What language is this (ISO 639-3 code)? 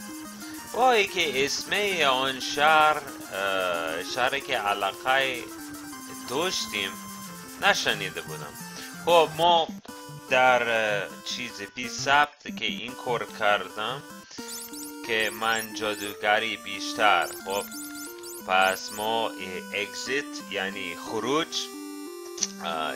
fas